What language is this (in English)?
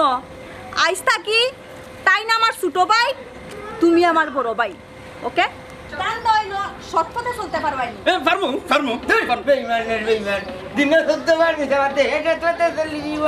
Sylheti